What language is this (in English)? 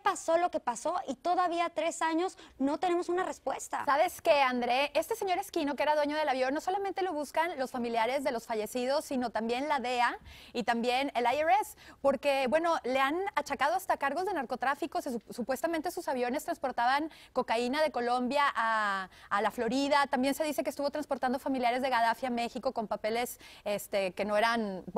Spanish